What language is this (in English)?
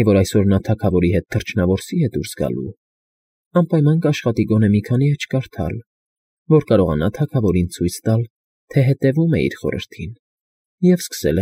Armenian